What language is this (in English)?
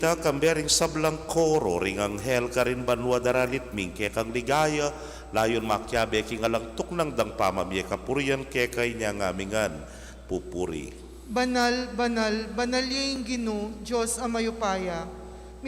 Pampanga